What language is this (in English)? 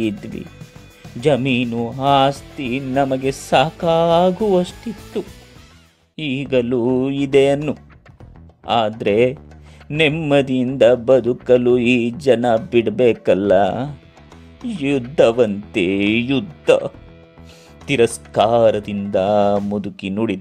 Kannada